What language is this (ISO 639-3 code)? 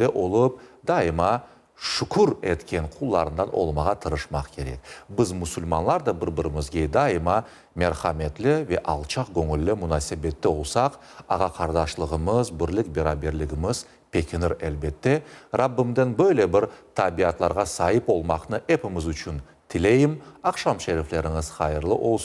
crh